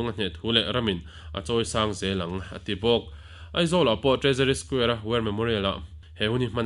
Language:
Mizo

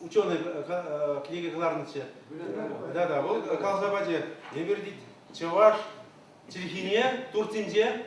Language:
Chuvash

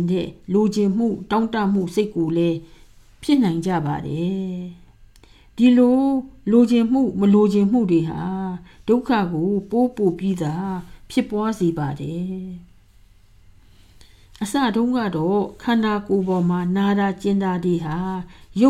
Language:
Burmese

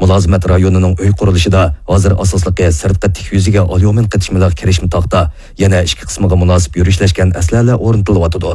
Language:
Uyghur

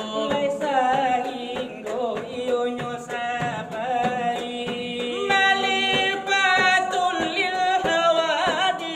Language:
Minangkabau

